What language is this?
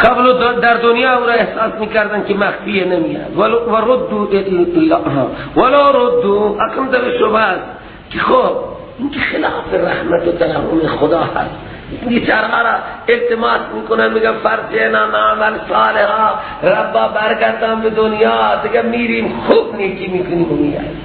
Persian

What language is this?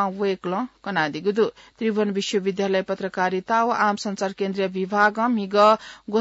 Newari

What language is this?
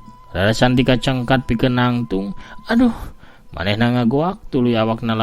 Sundanese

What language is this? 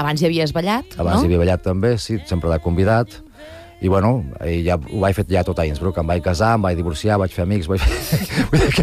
Catalan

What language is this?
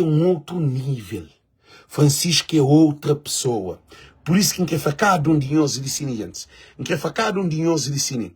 Kabuverdianu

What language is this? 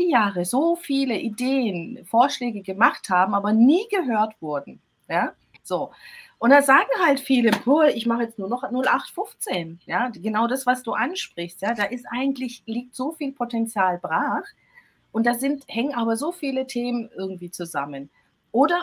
German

